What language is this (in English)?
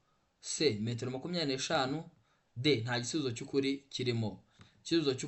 Kinyarwanda